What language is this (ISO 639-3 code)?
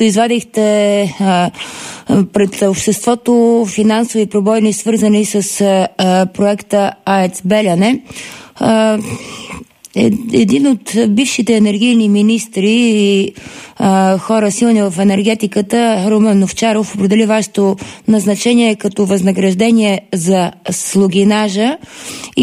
bul